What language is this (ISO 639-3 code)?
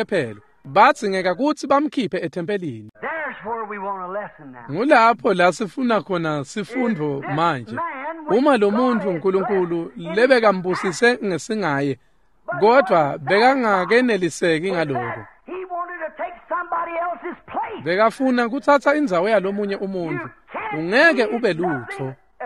ssw